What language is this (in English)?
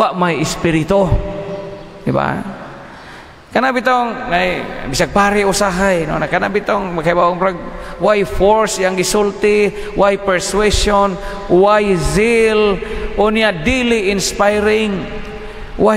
Cebuano